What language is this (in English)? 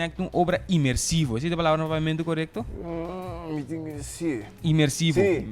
Papiamento